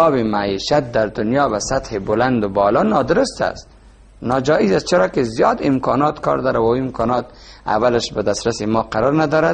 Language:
Persian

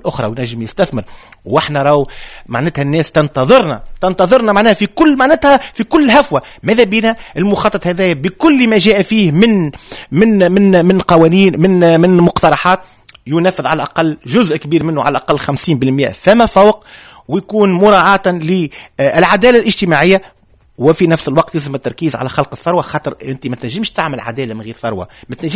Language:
Tunisian Arabic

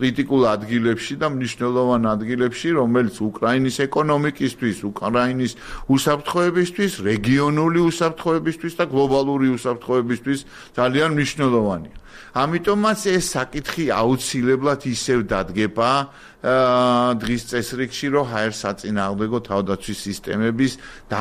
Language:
Georgian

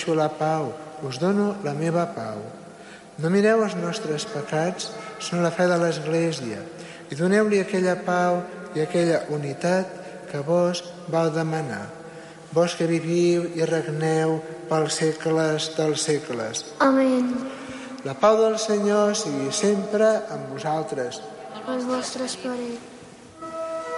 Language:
Catalan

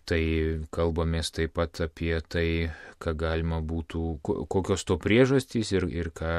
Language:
Lithuanian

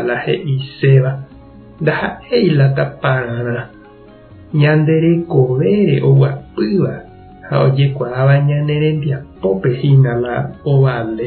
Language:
Guarani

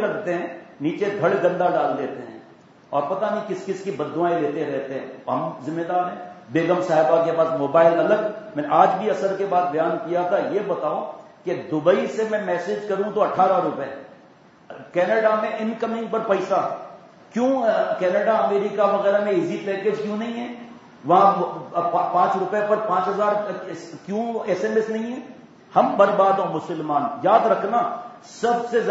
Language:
Urdu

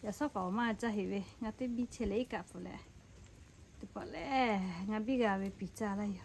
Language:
Lahu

